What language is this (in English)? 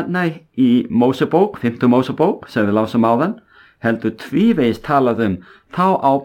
Icelandic